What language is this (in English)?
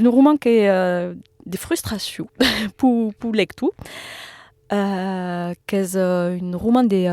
Occitan